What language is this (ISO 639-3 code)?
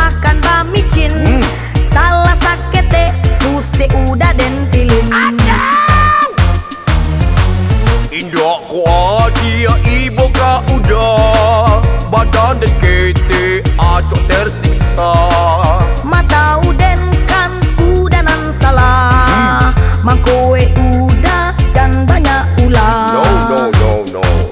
min